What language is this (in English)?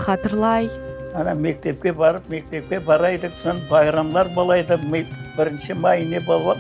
Crimean Tatar